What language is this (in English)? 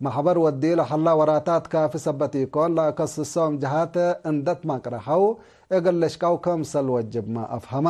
Tigre